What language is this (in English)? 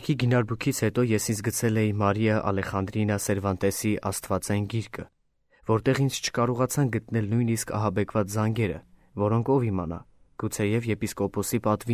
Armenian